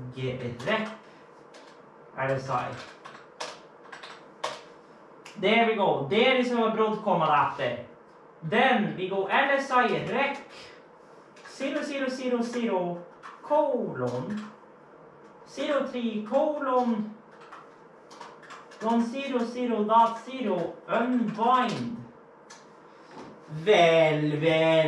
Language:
English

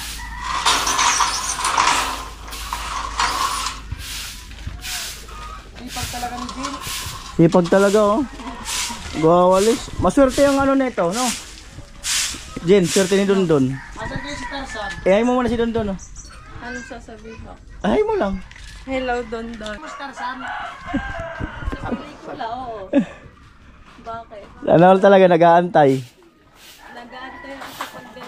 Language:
Filipino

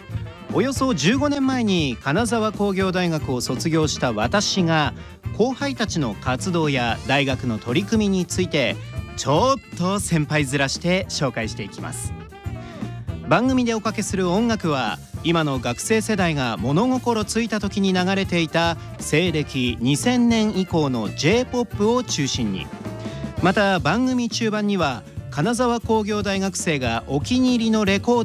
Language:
Japanese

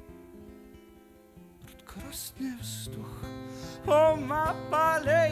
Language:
Slovak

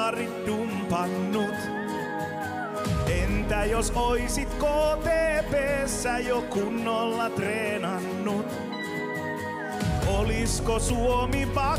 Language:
Finnish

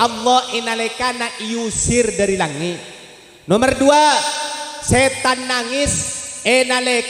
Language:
Madurese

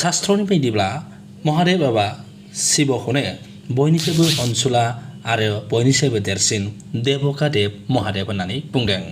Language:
Bodo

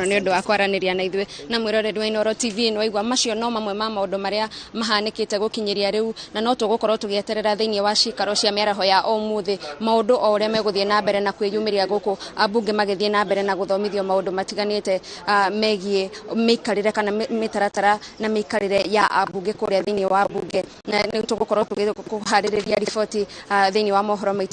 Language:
Kikuyu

